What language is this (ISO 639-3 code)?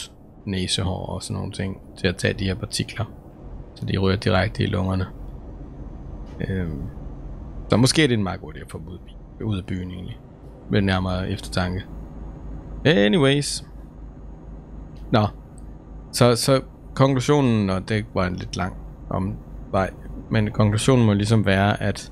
dan